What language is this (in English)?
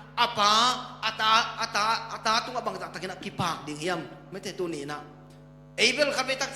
Tedim Chin